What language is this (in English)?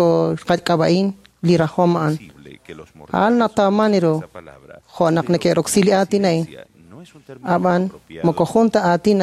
Kekchí